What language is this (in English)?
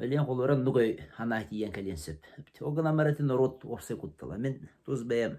Yakut